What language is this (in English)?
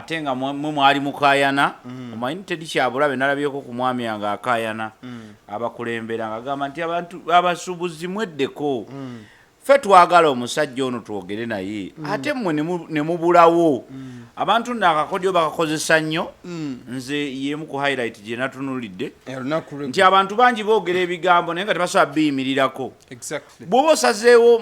Ganda